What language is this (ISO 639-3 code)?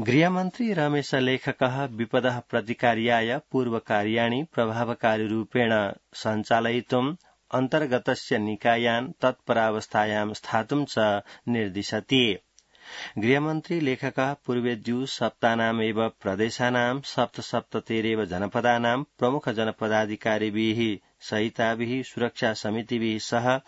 san